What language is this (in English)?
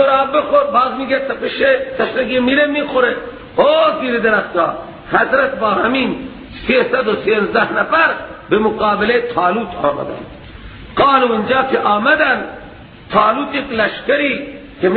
Persian